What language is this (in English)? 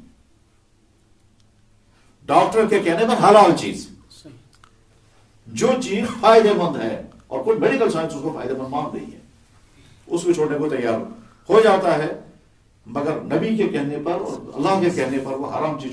Urdu